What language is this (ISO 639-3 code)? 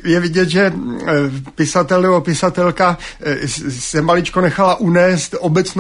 ces